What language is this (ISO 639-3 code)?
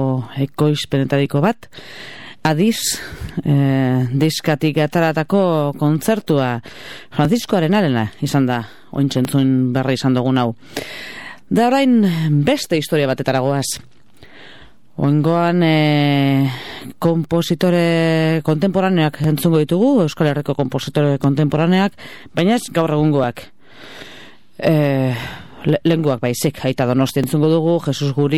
eus